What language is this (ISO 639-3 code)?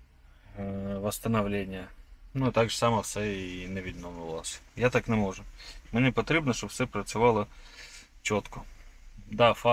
ukr